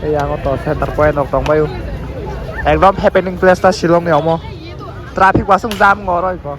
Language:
Kok Borok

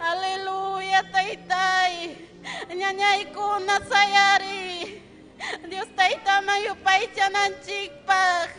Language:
Ayacucho Quechua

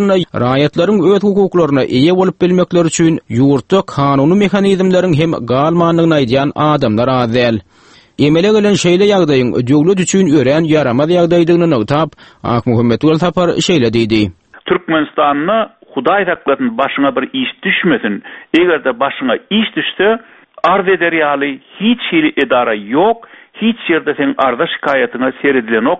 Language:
Turkmen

